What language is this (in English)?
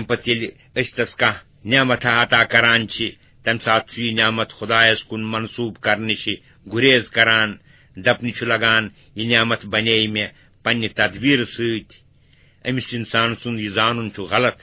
Kashmiri